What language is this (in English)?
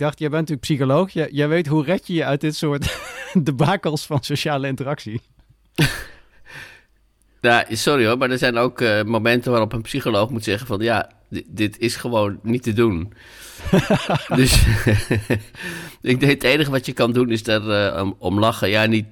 Dutch